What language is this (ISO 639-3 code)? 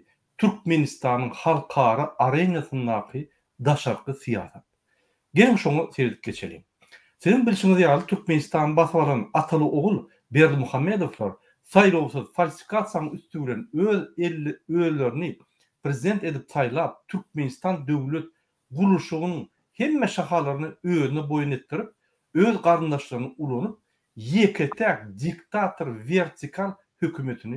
tuk